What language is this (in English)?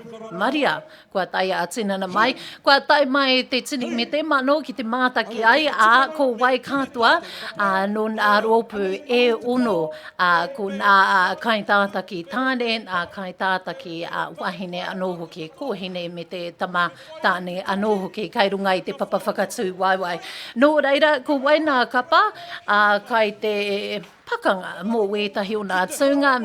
Māori